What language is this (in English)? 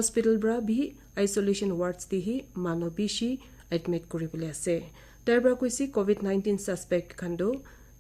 Naga Pidgin